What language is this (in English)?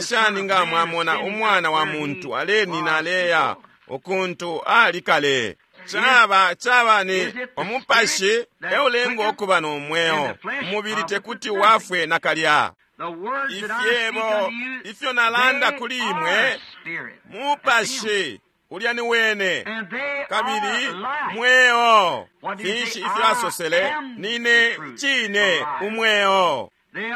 Bemba